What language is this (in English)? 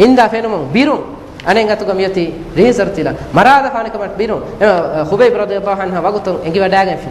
Divehi